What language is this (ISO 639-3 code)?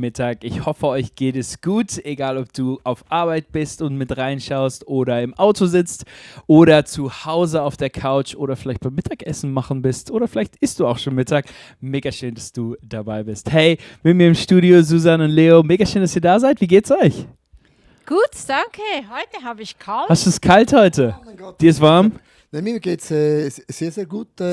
gsw